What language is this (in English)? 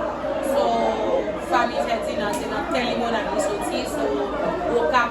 Haitian Creole